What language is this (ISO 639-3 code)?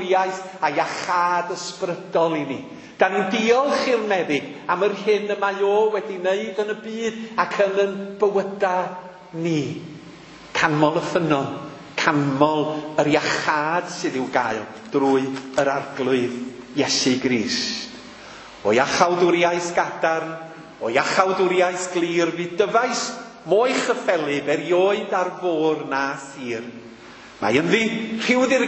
cym